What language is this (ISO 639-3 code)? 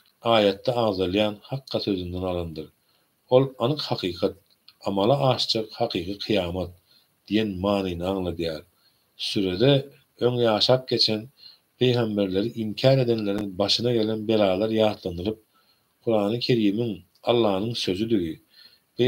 tuk